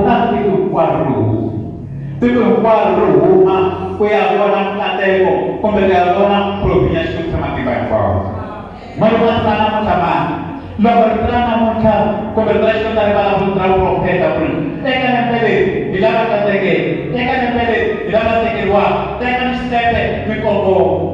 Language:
Tsonga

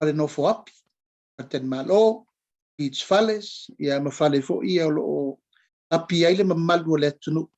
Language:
Samoan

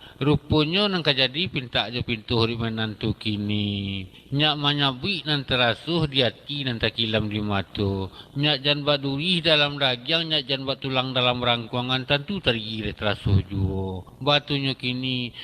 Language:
Minangkabau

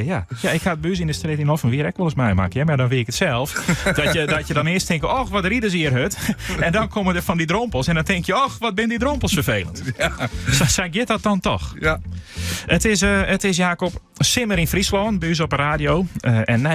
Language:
Western Frisian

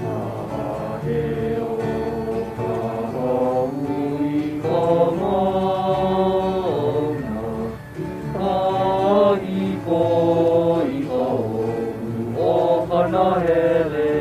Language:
Hawaiian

